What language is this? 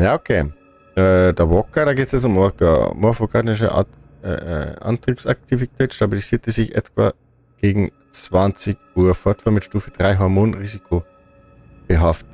Bavarian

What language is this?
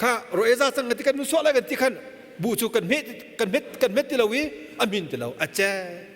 Hakha Chin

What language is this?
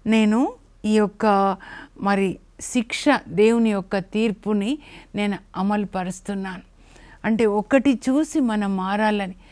Telugu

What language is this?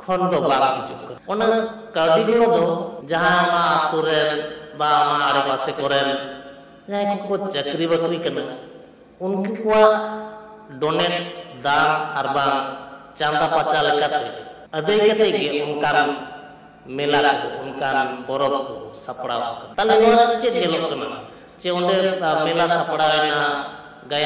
Santali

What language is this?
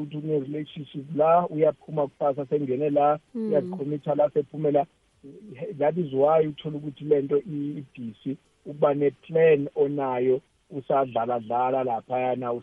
South Ndebele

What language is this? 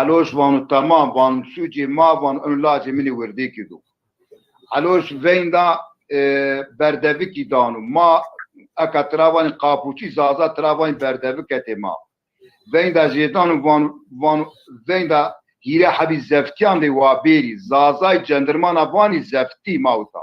Zaza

